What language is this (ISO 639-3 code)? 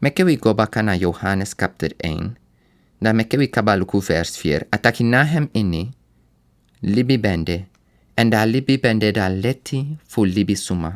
srn